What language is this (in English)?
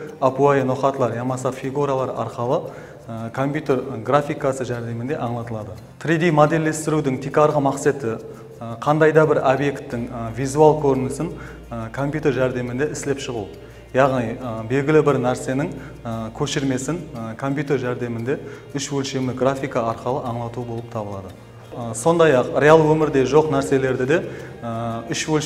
Kara-Kalpak